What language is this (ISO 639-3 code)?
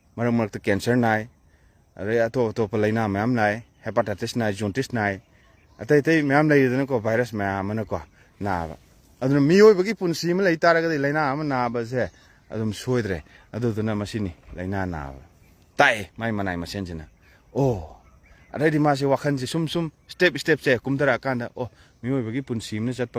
mni